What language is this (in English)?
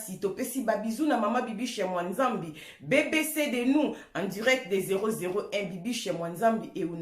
Lingala